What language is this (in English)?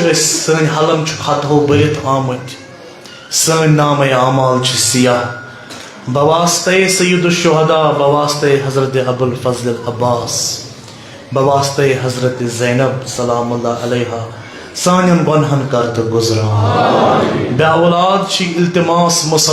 Kashmiri